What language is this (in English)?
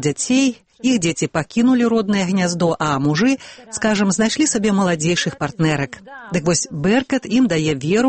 Belarusian